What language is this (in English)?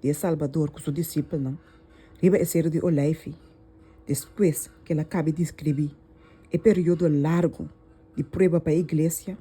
Papiamento